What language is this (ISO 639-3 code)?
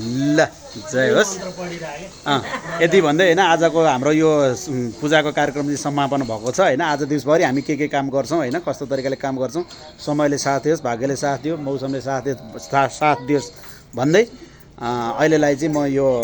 nep